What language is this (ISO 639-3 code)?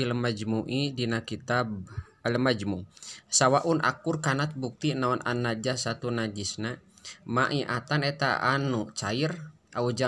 sun